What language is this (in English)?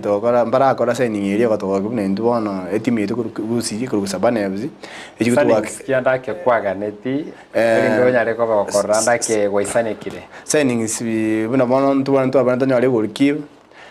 Gusii